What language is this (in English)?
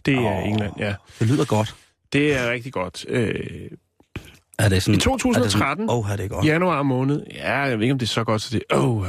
Danish